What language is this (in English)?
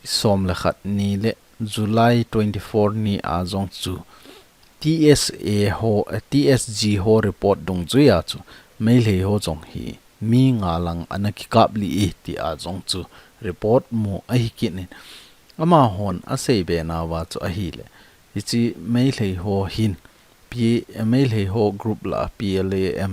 Thado Chin